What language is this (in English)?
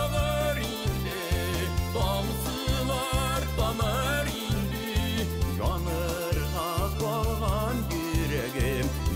Bashkir